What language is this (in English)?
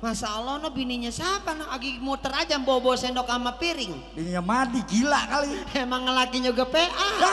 Betawi